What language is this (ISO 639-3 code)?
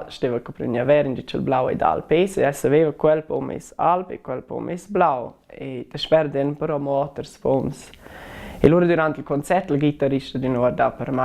roh